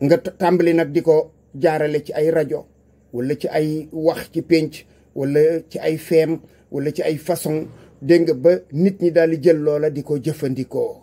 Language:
Wolof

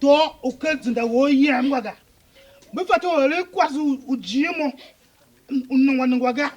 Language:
Tiv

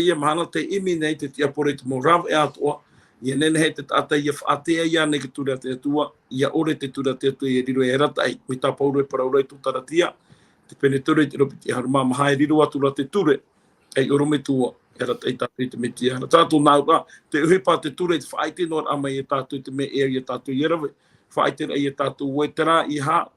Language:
Tahitian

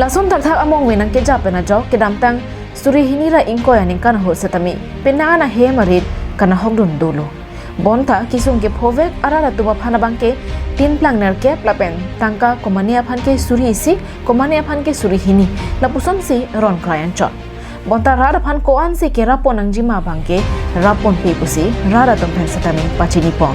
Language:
Karbi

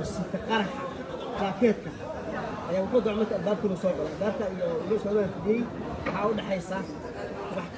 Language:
Somali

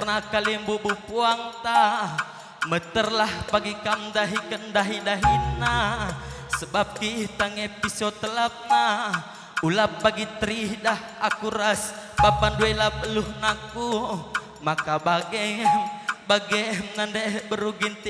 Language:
Batak Karo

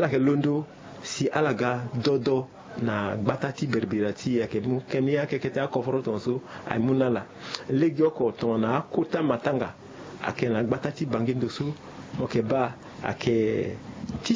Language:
Sango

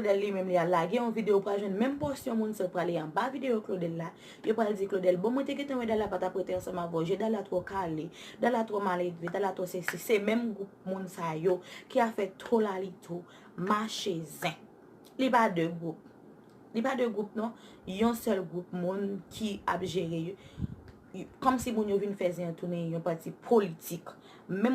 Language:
Haitian Creole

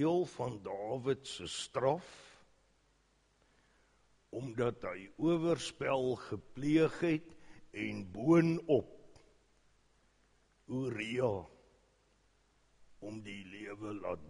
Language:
Afrikaans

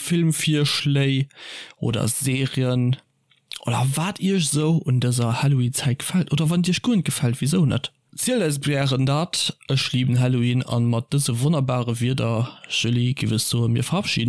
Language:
Luxembourgish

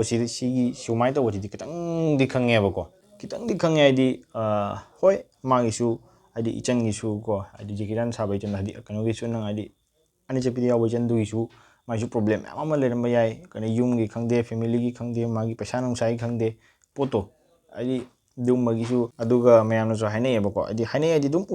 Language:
Manipuri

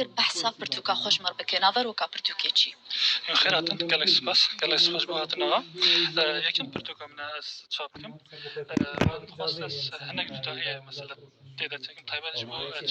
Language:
Kurdish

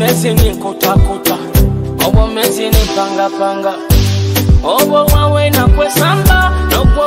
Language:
Nyoro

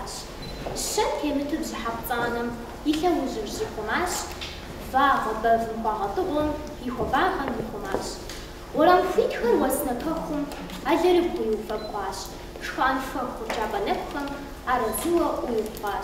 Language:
Kabardian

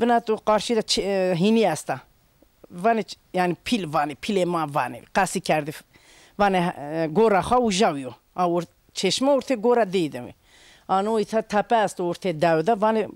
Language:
Zaza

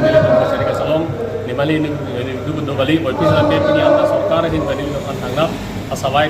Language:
Karbi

